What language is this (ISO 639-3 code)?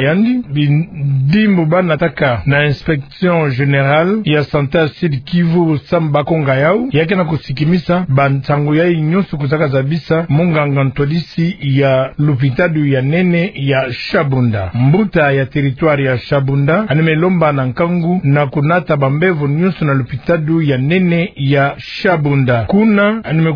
ktu